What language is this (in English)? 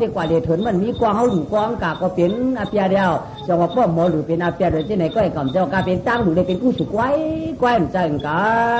Shan